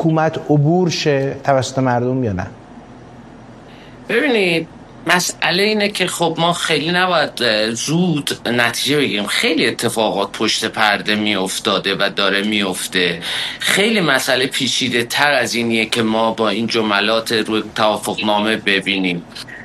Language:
Persian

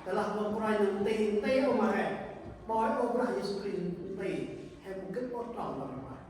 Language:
Central Mnong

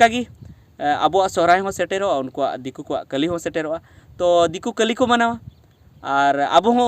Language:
Santali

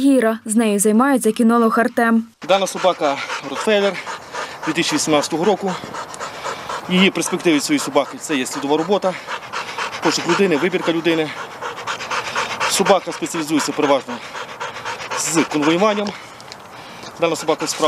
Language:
Ukrainian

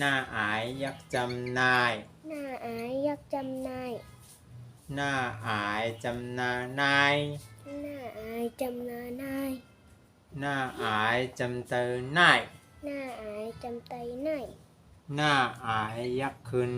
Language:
Shan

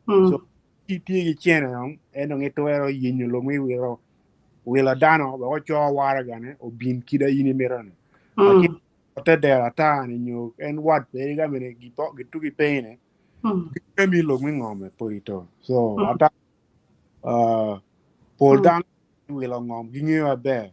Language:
Acoli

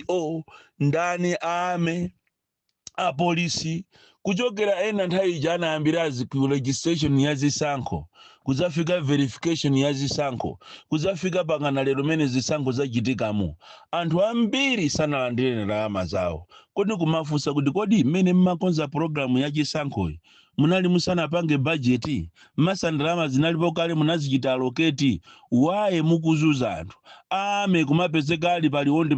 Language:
Nyanja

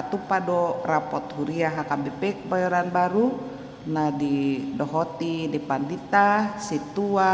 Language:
Batak Toba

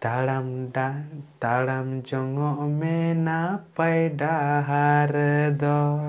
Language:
Santali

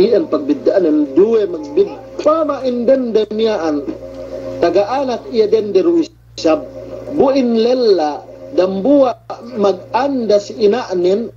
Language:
Yakan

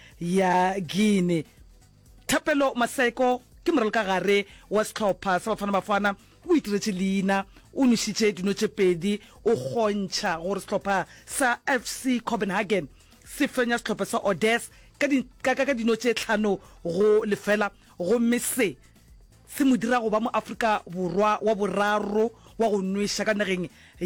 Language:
Northern Sotho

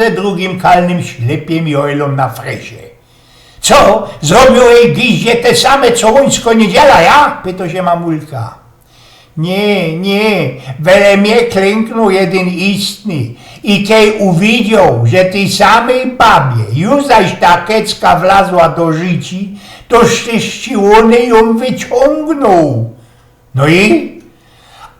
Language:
Silesian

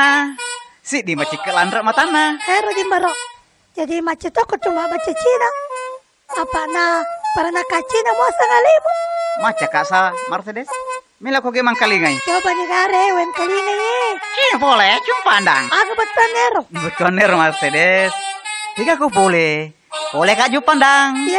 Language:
Buginese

